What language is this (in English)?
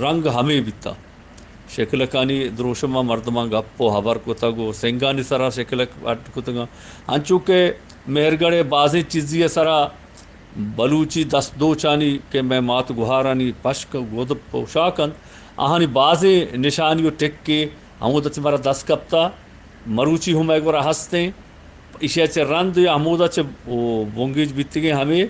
Eastern Balochi